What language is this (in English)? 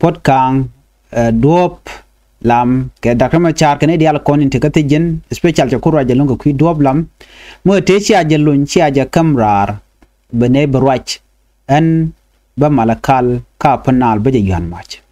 Nuer